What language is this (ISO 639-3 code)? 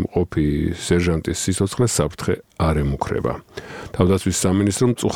kat